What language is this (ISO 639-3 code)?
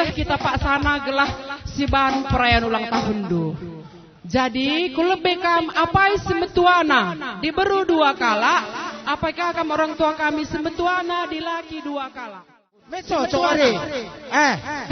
btx